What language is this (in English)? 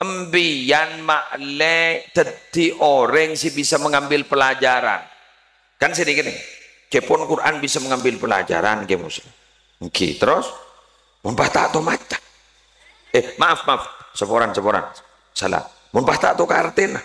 Madurese